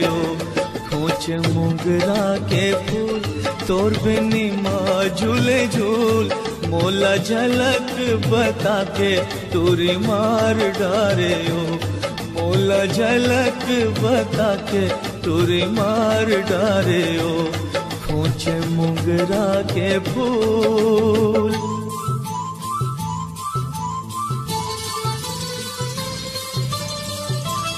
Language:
Chhattisgarhi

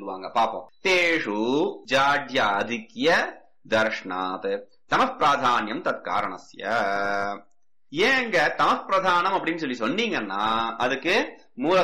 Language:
Tamil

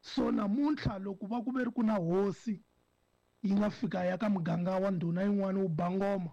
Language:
Tsonga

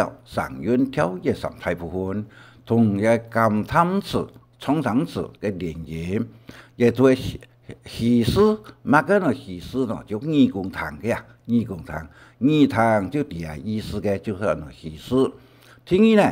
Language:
Hakka Chinese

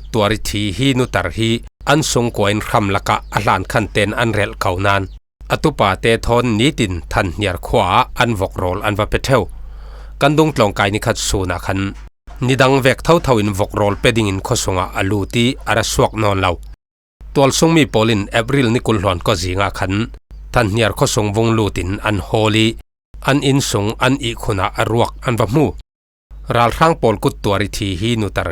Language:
Falam Chin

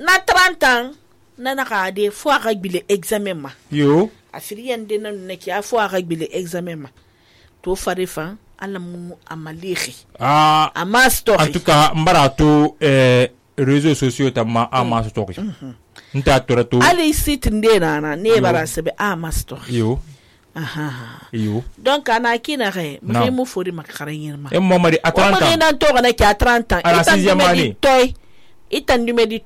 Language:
Susu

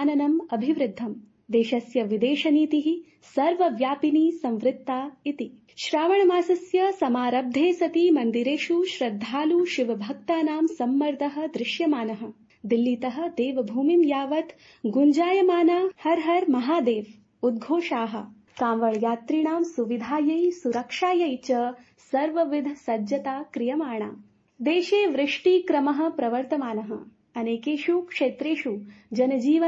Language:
Sanskrit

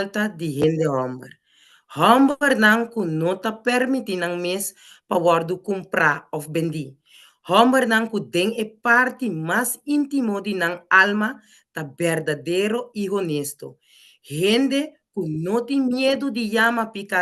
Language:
Papiamento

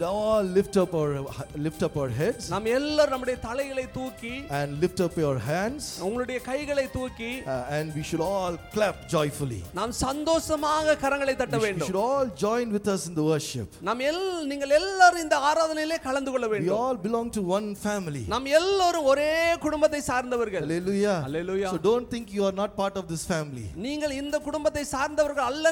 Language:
Tamil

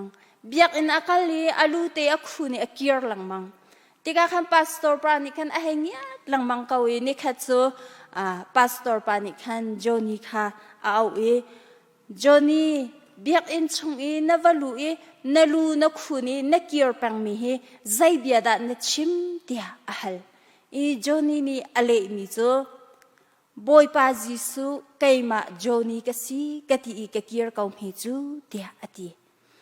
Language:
Hakha Chin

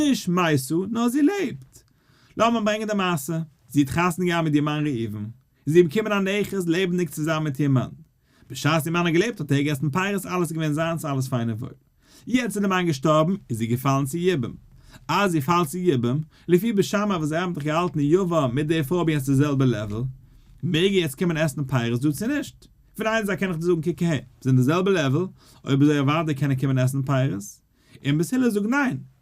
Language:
Yiddish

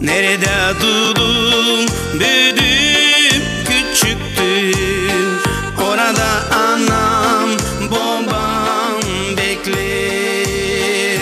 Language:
Gagauz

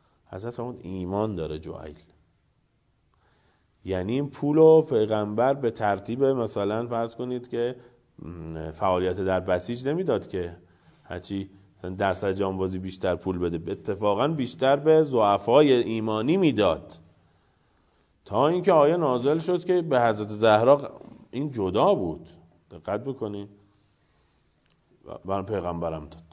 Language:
Persian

